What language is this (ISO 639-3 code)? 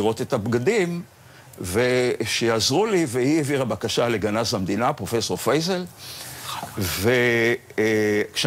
heb